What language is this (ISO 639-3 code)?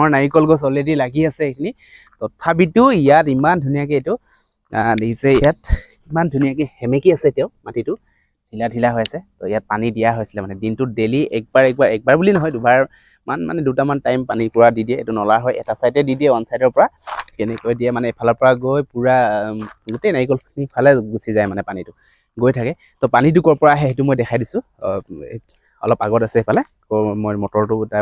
asm